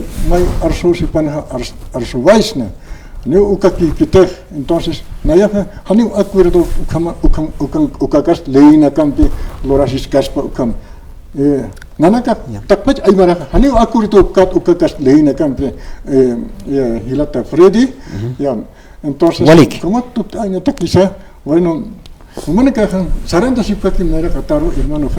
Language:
Aymara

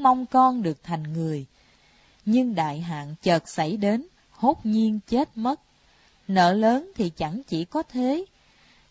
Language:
Vietnamese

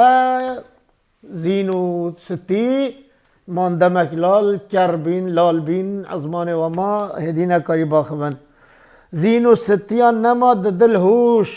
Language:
Kurdish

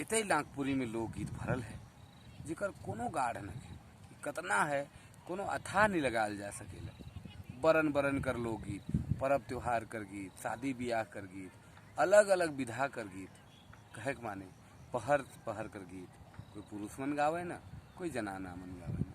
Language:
Sadri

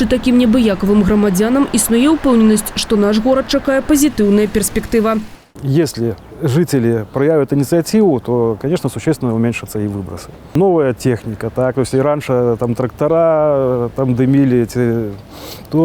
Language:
Belarusian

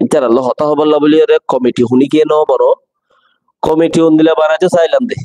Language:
Rohingya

